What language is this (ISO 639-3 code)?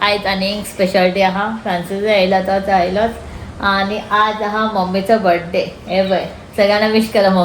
kok